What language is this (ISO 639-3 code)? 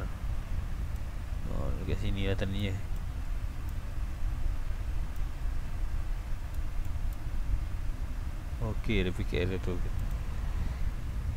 msa